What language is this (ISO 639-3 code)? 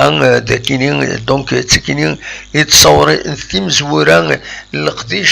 kab